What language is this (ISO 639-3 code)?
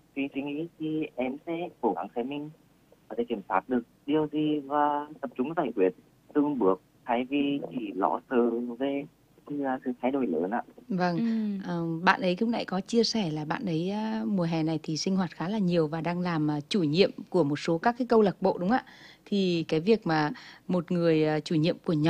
vie